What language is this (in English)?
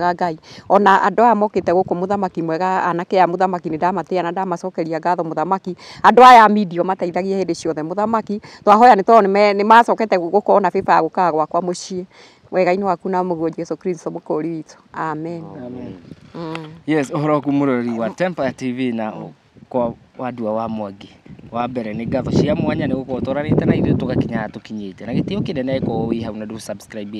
Kikuyu